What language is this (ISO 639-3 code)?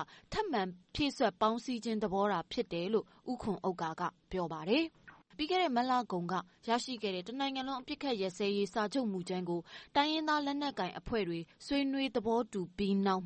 mya